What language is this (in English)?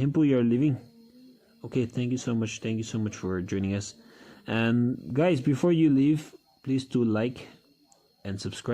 Tangkhul Naga (India)